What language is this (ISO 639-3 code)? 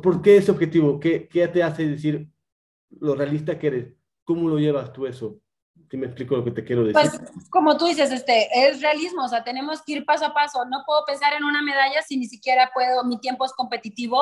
spa